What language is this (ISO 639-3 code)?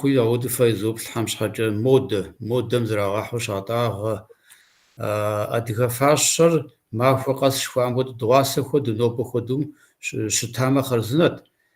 kbd